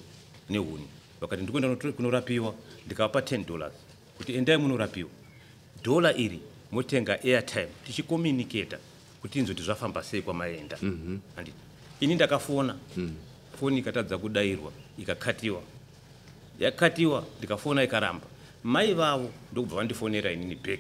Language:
Shona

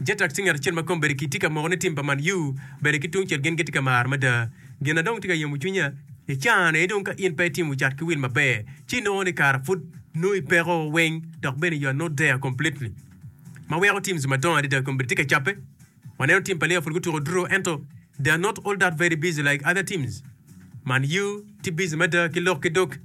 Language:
Acoli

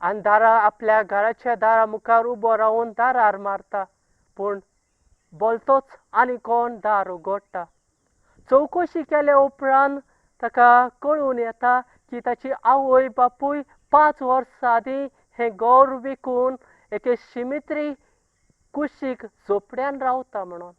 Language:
Konkani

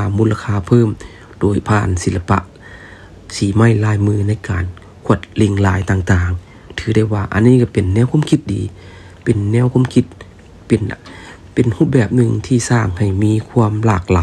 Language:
Lao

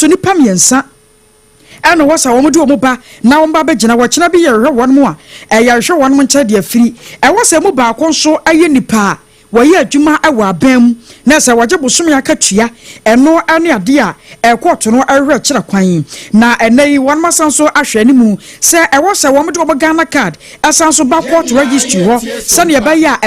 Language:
Akan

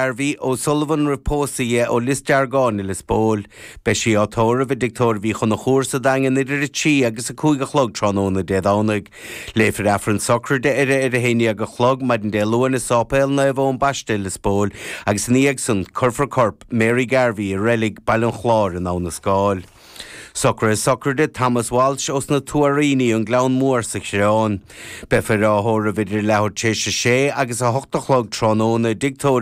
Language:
Irish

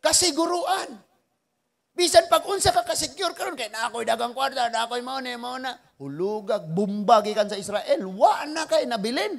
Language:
Cebuano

